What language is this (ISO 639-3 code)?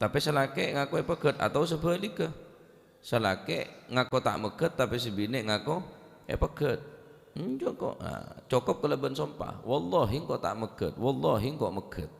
mad